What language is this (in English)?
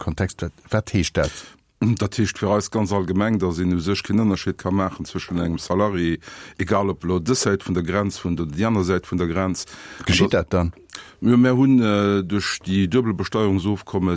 Luxembourgish